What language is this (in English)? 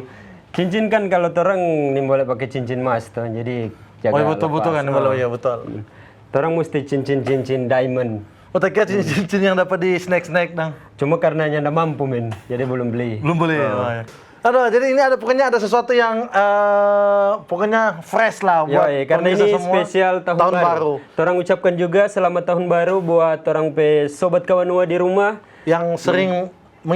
Manado Malay